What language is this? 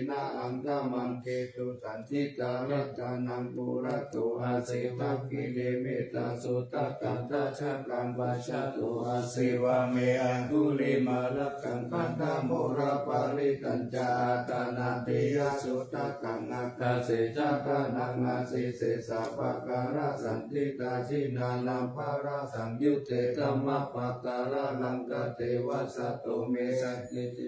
Pali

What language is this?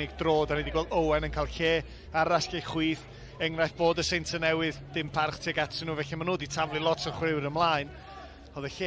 Welsh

